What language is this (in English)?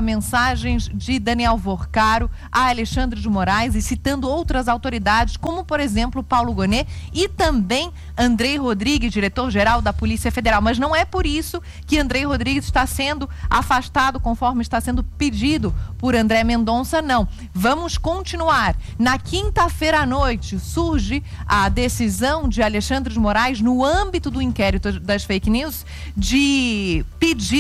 Portuguese